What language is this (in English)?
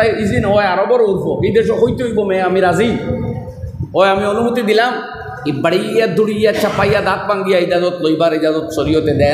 Sylheti